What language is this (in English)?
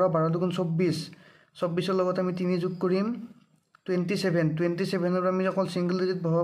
Assamese